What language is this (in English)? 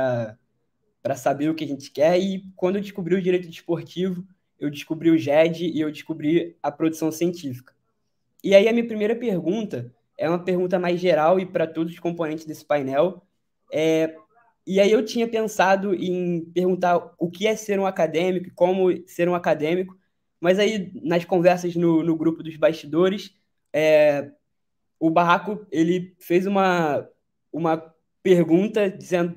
Portuguese